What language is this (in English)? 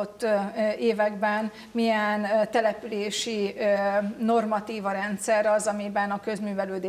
Hungarian